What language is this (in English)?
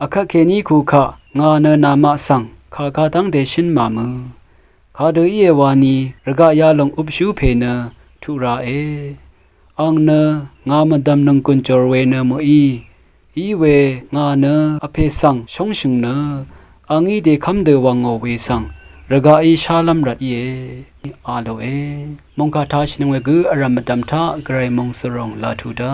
Rawang